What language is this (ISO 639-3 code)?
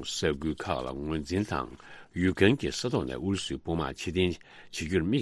bod